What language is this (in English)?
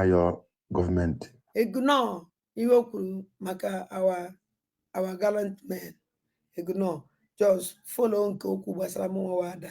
Igbo